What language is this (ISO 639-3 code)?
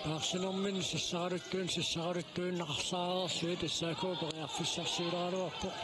kal